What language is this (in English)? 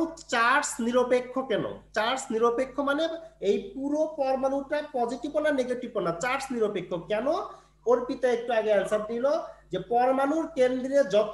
Bangla